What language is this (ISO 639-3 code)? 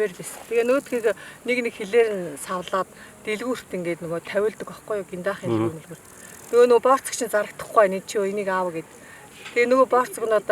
mon